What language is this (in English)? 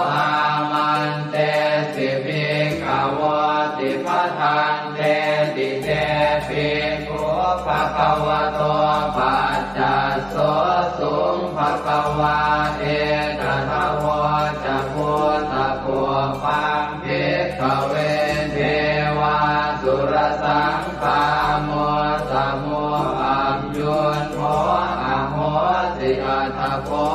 Pali